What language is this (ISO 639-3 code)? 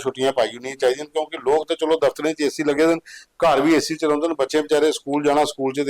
doi